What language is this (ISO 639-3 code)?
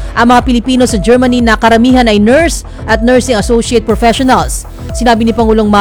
fil